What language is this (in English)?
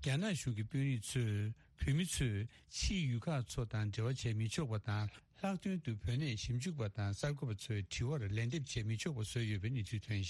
Tibetan